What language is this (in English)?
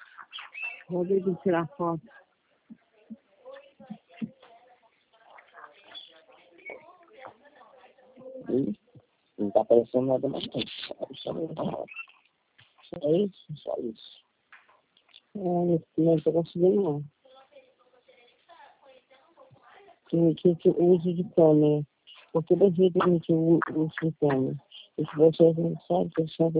Portuguese